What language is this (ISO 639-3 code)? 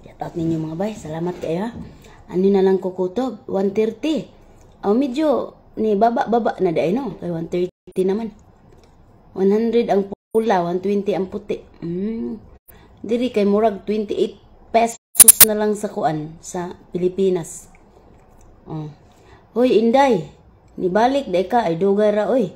ceb